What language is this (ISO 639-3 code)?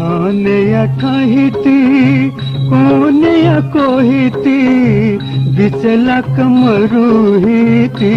new